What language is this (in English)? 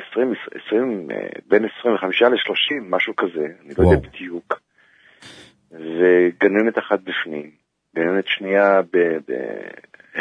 Hebrew